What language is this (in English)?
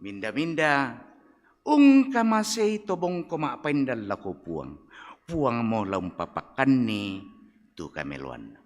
Toraja-Sa'dan